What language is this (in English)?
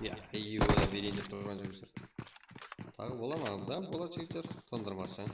Kara-Kalpak